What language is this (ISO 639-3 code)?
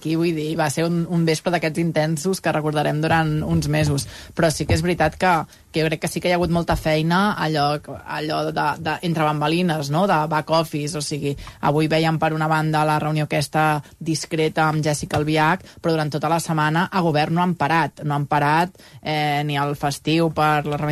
cat